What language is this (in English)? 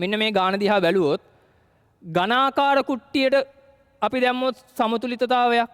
Sinhala